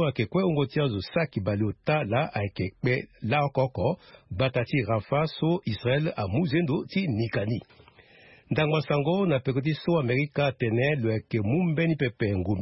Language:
Sango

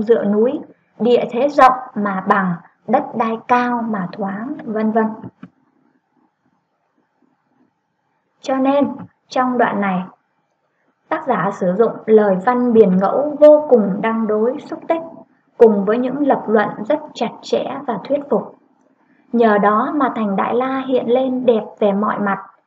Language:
Vietnamese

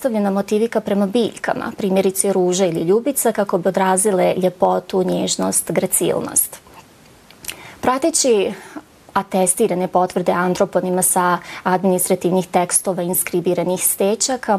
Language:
Bosnian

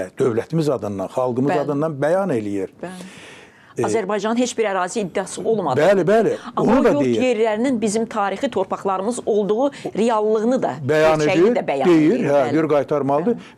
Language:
Azerbaijani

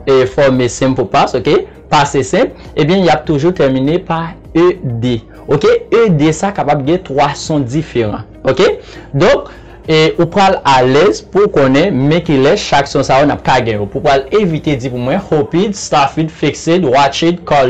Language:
Haitian Creole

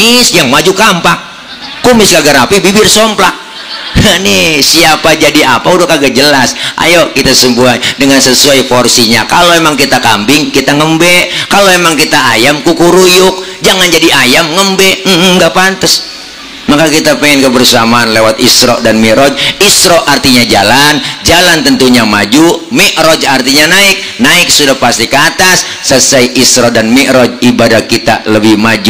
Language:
Betawi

